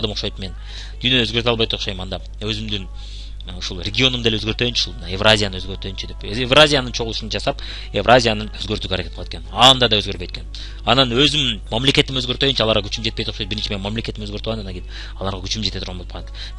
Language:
Kyrgyz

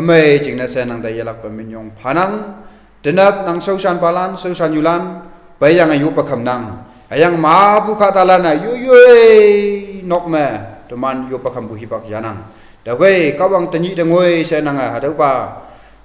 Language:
Konyak Naga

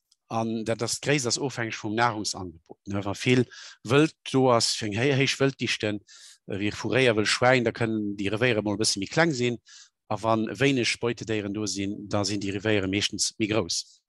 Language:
Luxembourgish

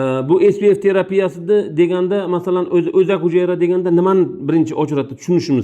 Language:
Uzbek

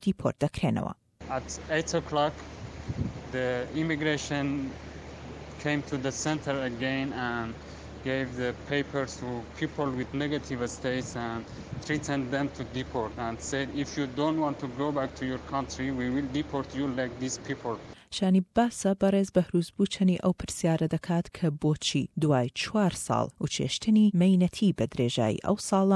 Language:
Central Kurdish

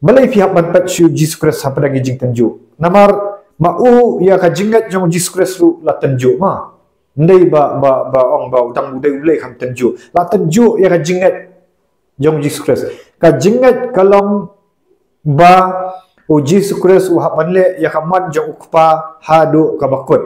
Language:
Khasi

